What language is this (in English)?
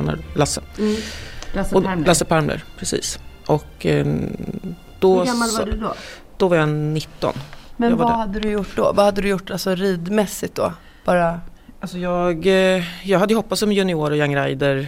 Swedish